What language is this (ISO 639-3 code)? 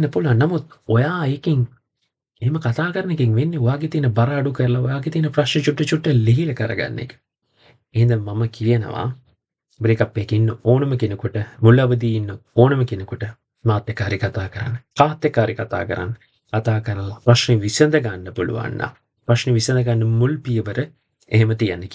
sin